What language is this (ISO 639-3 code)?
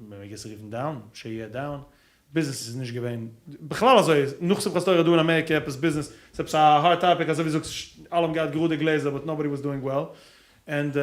yid